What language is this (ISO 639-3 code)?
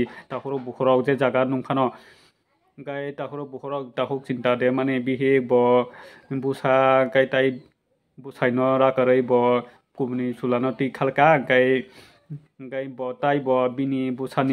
trp